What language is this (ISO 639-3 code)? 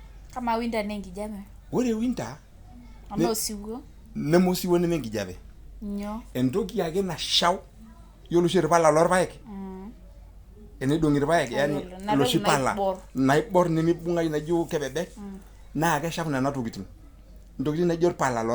mas